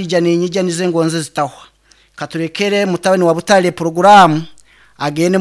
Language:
Nyankole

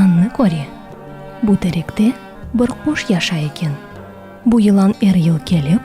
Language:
Crimean Tatar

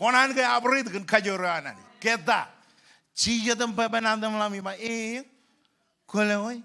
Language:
Marshallese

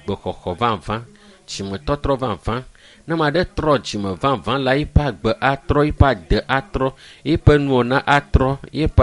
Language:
Ewe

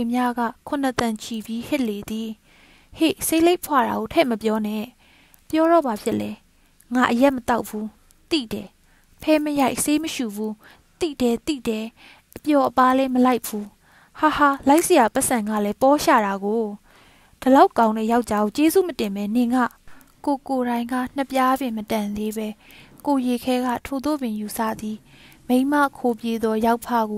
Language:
Burmese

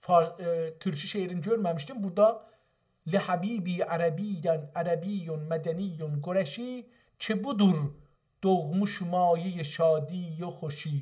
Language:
South Azerbaijani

